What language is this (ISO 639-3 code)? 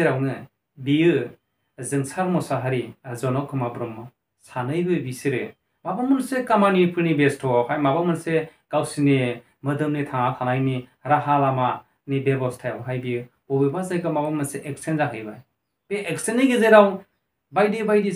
brx